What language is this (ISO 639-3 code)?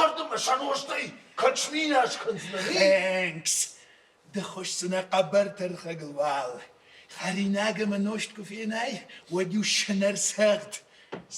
oss